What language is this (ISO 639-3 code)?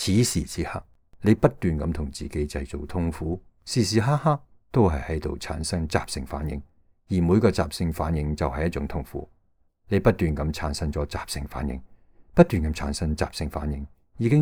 yue